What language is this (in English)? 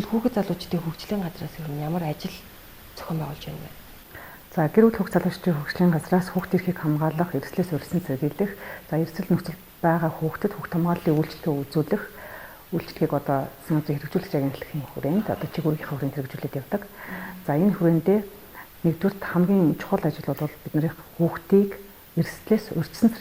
Mongolian